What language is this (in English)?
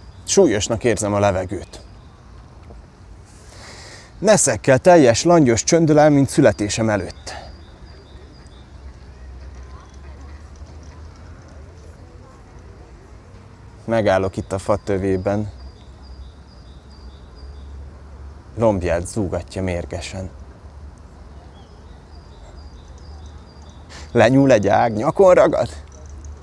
Hungarian